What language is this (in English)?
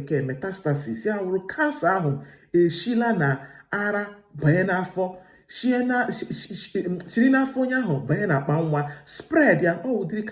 Igbo